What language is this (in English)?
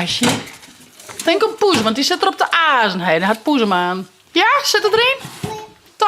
Western Frisian